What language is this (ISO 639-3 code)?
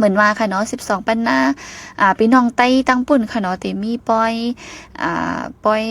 shn